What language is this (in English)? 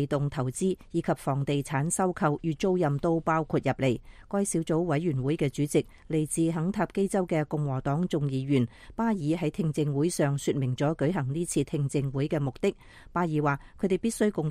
Cantonese